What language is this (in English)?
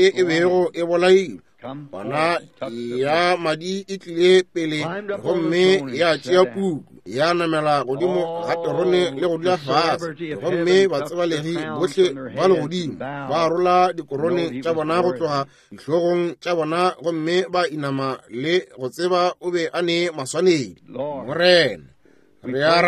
Northern Sotho